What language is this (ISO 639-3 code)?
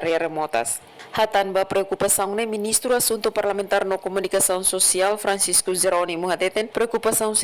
tet